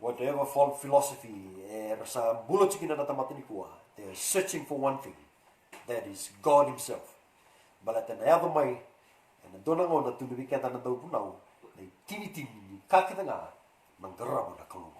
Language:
Fijian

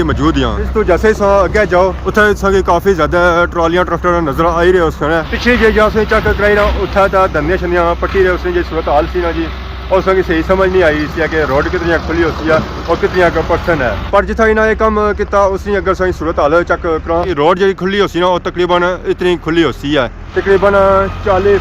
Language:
Pahari-Potwari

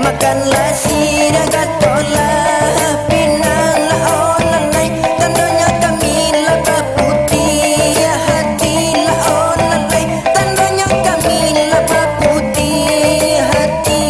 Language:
Minangkabau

